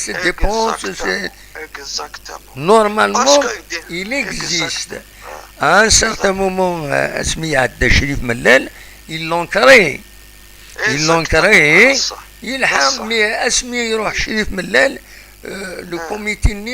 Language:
Kabyle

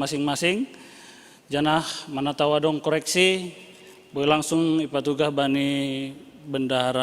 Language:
Batak Simalungun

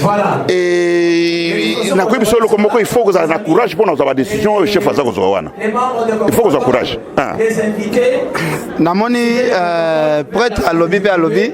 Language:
Lingala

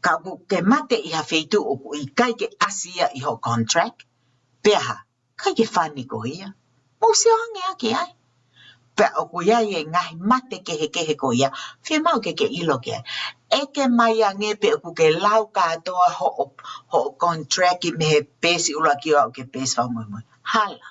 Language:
Tongan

